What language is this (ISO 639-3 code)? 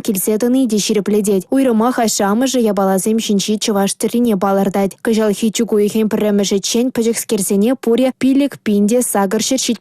chv